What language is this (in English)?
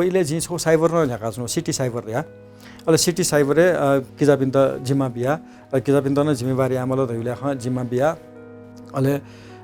Newari